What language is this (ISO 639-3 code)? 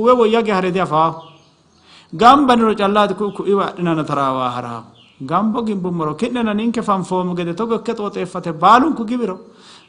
sid